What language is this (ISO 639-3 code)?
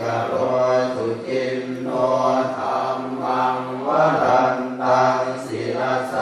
pli